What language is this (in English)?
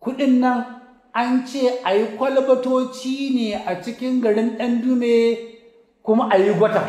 Hausa